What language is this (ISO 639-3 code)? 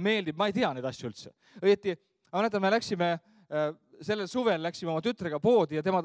est